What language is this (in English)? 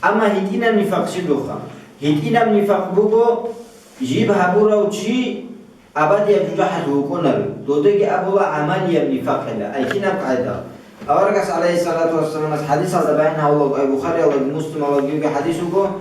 Avaric